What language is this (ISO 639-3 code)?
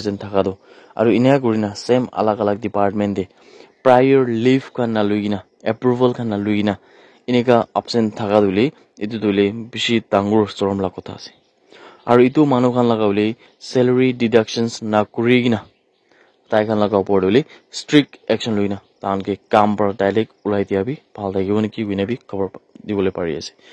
nag